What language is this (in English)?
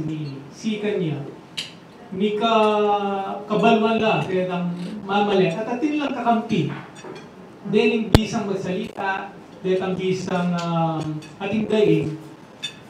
Pampanga